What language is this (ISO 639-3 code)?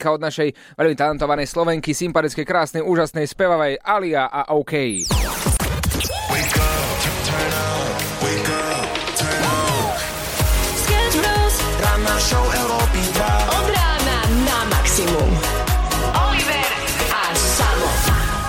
slk